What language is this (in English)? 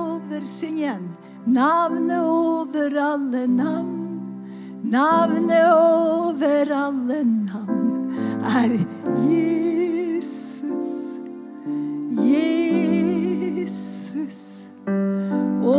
Norwegian